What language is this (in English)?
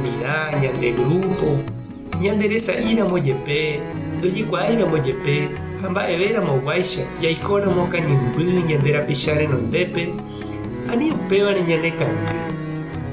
Guarani